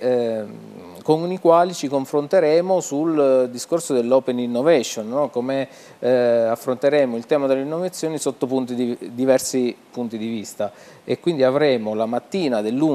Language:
Italian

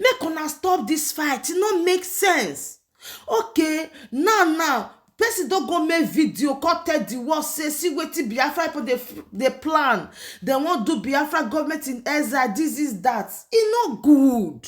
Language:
Nigerian Pidgin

